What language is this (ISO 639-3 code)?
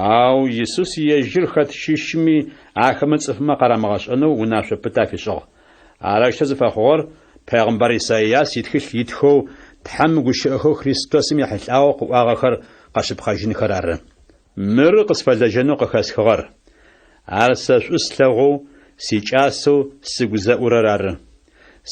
ady